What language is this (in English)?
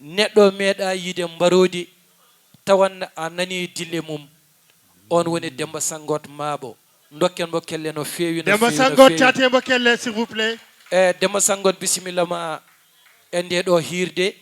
Fula